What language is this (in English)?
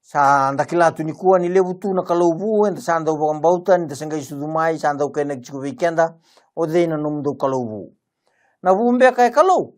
Fijian